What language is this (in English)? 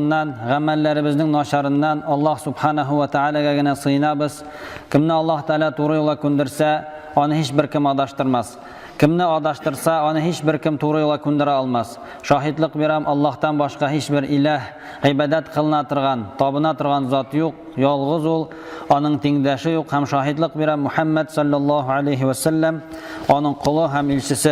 Tatar